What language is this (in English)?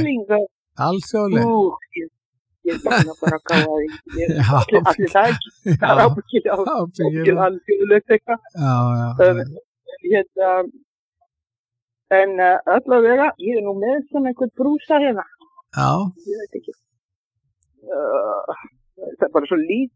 Icelandic